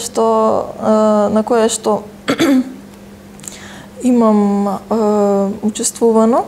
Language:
Macedonian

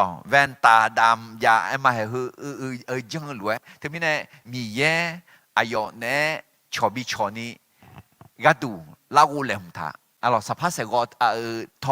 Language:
Akha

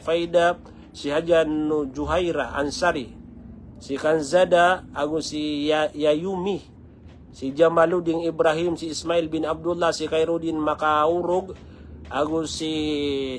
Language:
Maranao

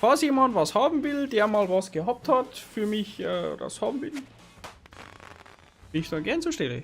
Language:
Bavarian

